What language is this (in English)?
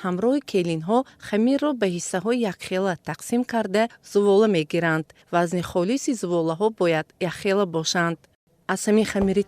Tajik